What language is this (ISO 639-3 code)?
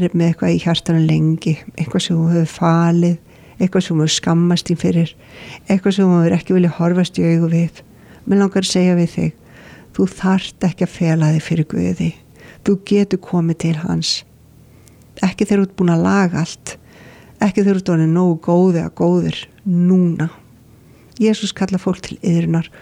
isl